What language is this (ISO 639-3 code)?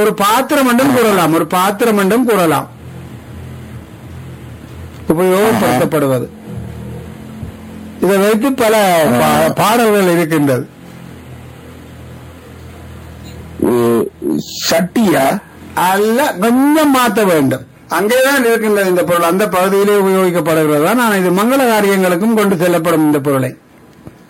tam